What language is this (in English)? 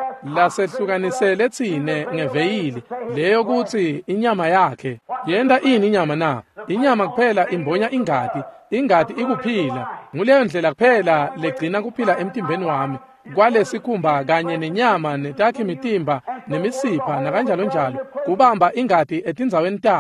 Swati